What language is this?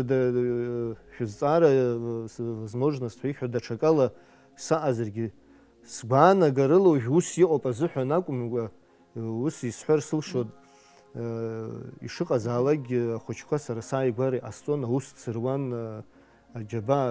Abkhazian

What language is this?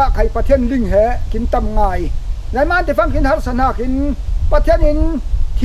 Falam Chin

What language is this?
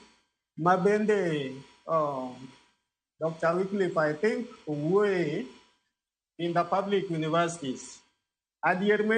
Luo (Kenya and Tanzania)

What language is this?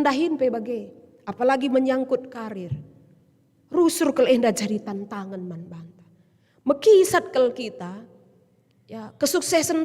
Batak Karo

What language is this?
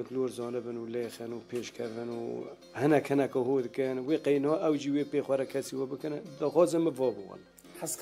Kurdish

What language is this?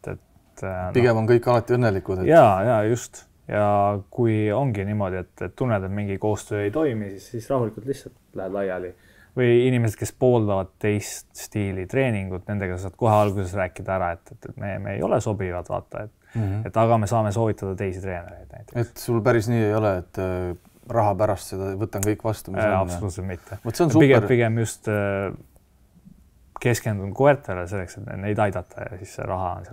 Estonian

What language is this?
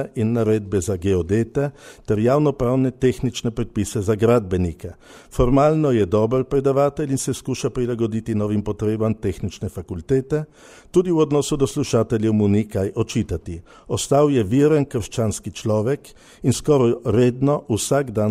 Slovenian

